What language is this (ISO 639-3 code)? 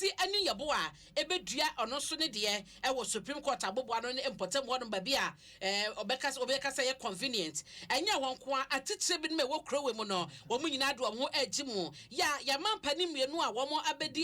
aka